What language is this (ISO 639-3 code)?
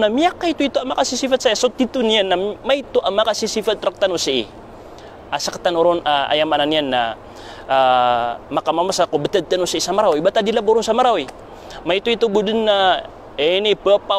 mrw